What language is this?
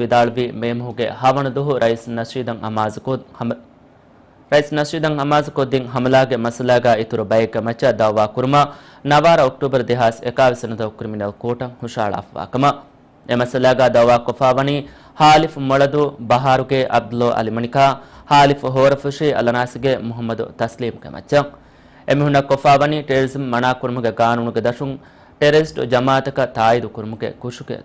Divehi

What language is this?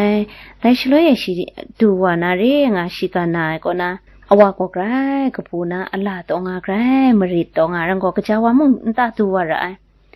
Kachin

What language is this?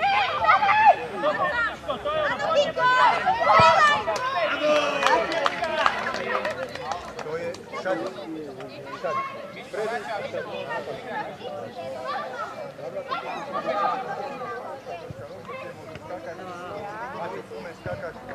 Slovak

